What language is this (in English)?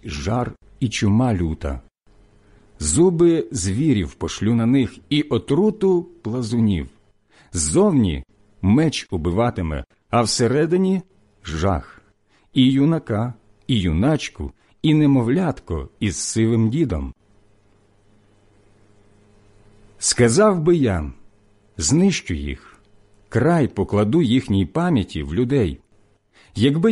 Ukrainian